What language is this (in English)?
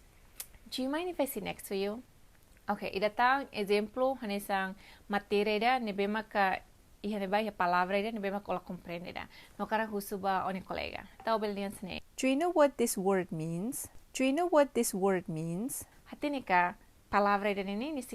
Tetum